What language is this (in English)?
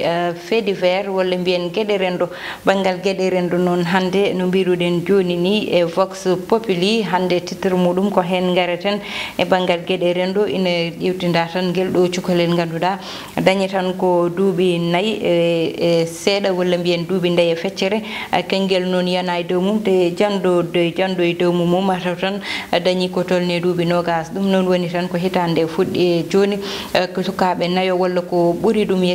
Fula